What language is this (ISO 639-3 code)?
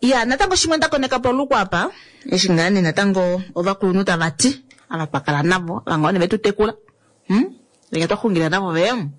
kua